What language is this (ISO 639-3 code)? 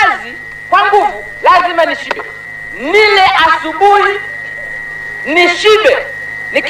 swa